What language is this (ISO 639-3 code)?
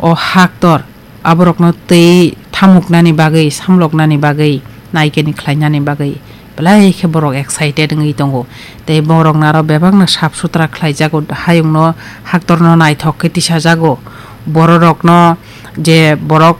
trp